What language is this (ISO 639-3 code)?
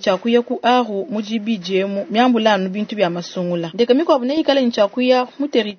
lua